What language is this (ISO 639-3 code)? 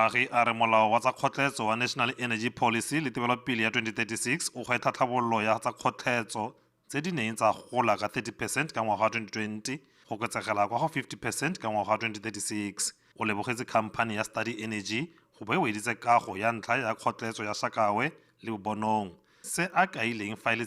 tsn